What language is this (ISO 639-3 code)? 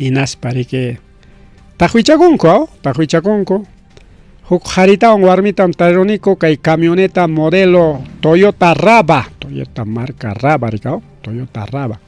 quy